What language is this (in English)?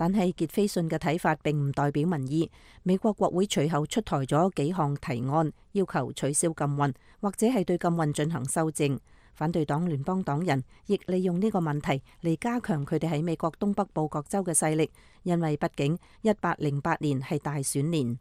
Cantonese